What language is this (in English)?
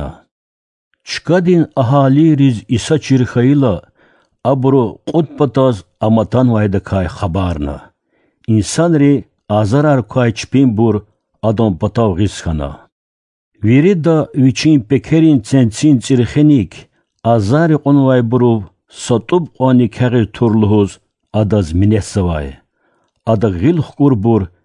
Lezghian